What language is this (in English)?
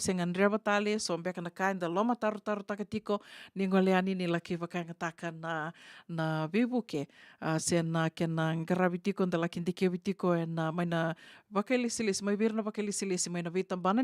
Fijian